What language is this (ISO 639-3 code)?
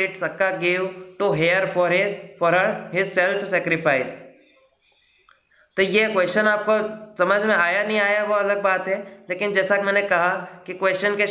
hin